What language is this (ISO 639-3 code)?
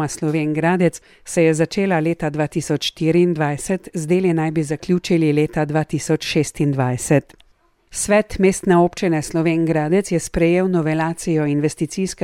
slv